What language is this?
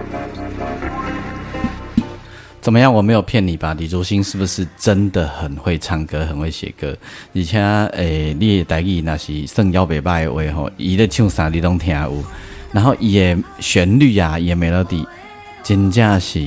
Min Nan Chinese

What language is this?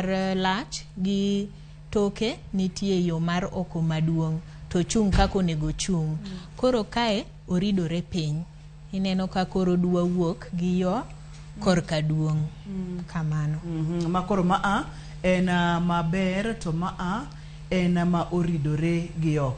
Luo (Kenya and Tanzania)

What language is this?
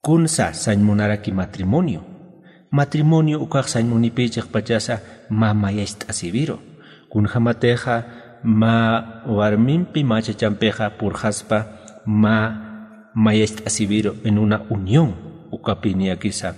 Aymara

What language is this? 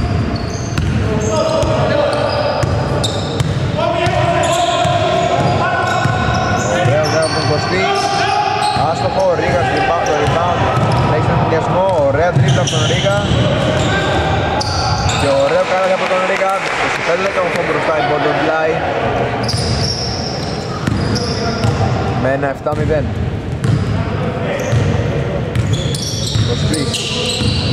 Greek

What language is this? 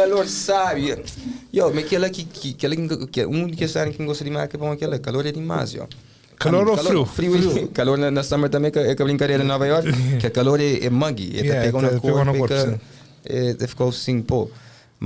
Kabuverdianu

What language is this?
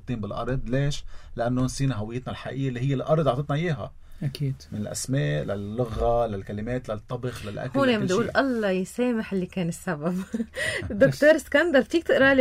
North Levantine Arabic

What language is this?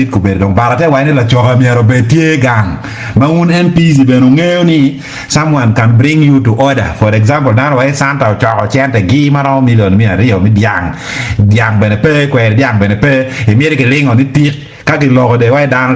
Acoli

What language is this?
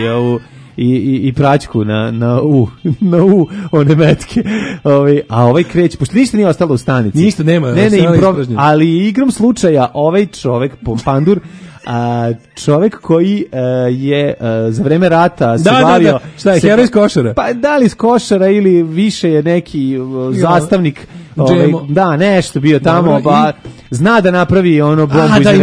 Serbian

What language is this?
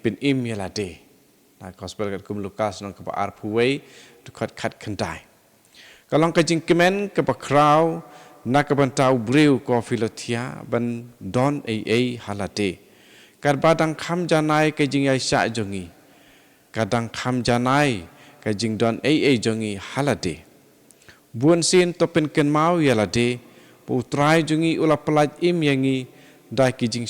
Khasi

